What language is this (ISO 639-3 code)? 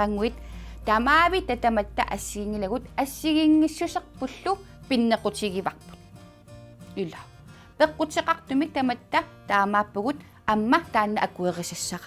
kal